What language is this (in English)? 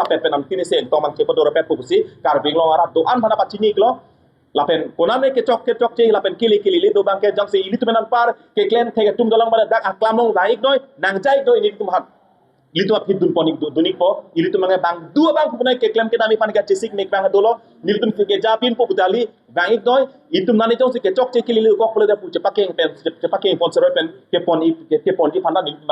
Karbi